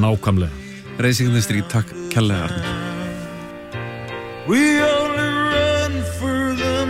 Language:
Icelandic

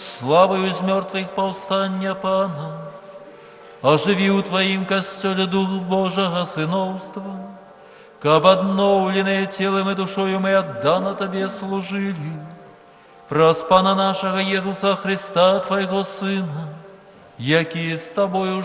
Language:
Belarusian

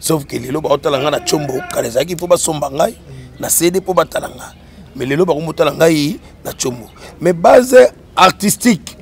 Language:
Lingala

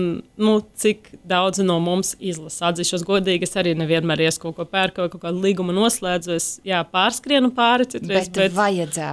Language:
Latvian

